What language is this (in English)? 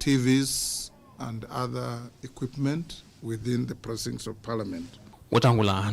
Kamba